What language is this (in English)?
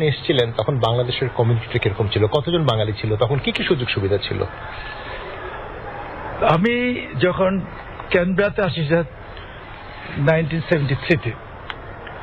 Bangla